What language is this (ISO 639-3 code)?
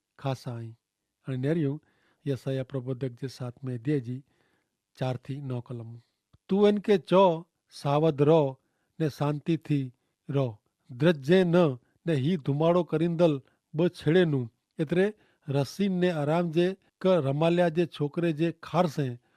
kfr